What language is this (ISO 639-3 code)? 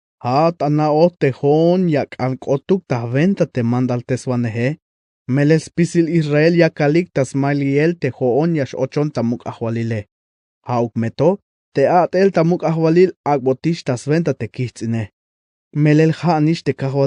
tzh